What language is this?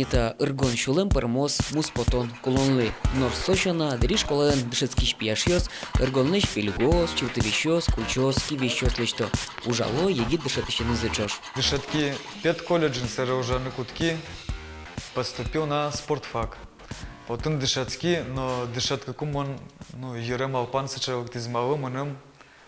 Udmurt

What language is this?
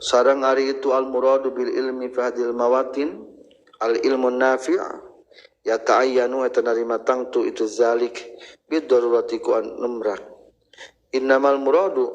Sundanese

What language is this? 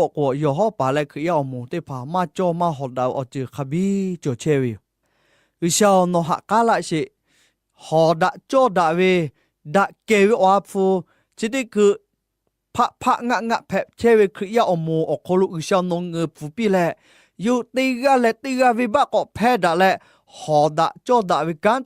Lahu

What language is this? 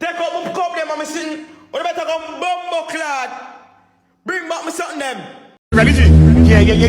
Jamaican Creole English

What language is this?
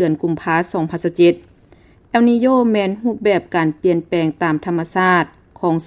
Lao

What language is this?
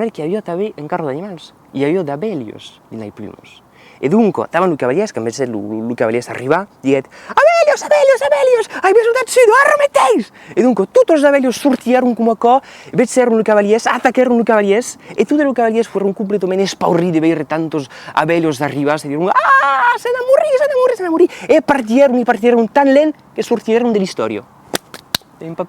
Occitan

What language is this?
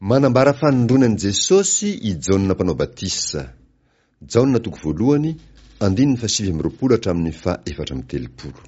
Malagasy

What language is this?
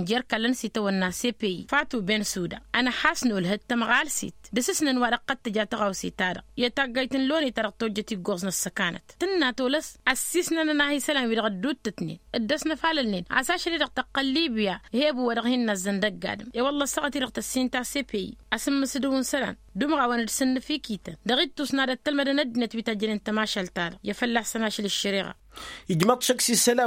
Tamasheq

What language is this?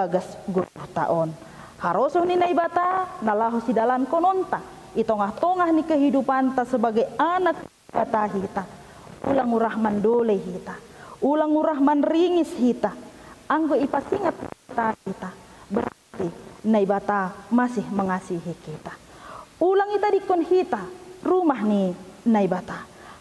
Batak Simalungun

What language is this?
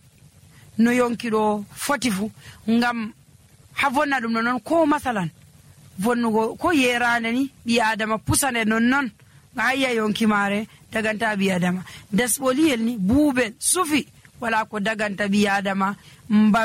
Nigerian Fulfulde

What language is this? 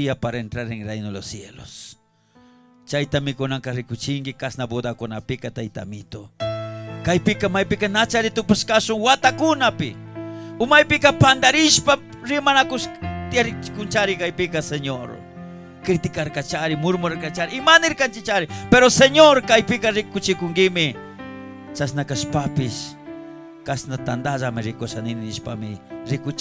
Chimborazo Highland Quichua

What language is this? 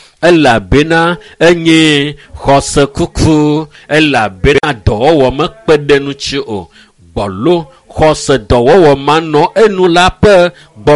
Ewe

